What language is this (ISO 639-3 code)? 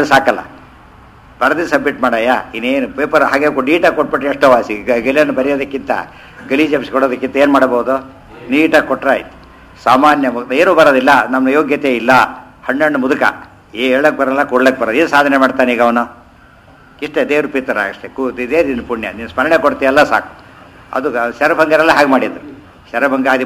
kan